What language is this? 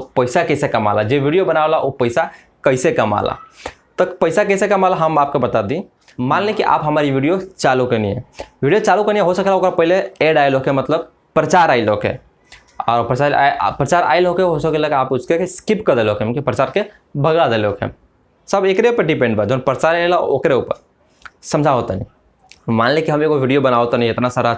Bhojpuri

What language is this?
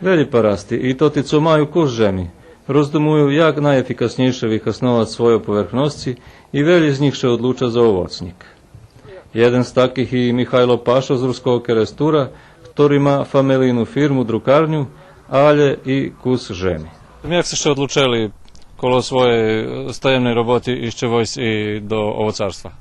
Rusyn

